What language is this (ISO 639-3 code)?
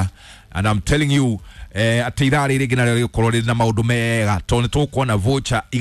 kik